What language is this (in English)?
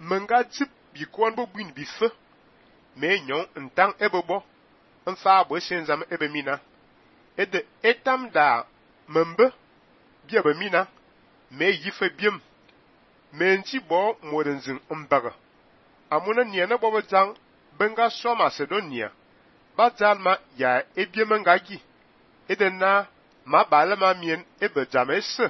Fang